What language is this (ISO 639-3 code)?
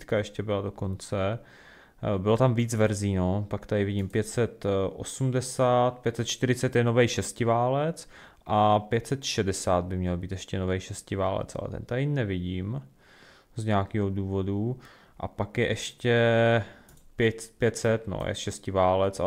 ces